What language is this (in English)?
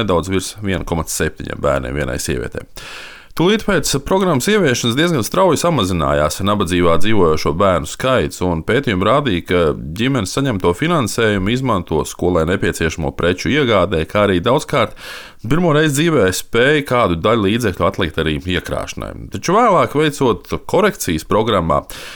Latvian